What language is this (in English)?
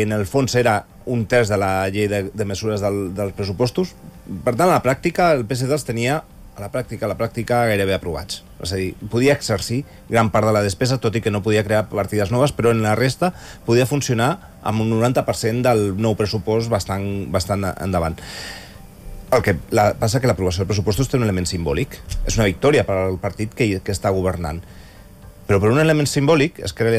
Catalan